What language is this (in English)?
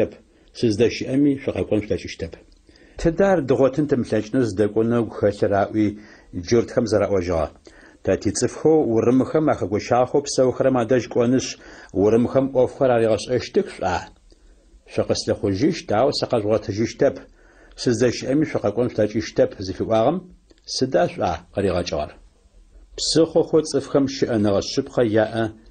Adyghe